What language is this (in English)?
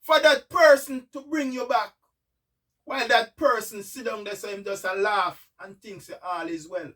Jamaican Creole English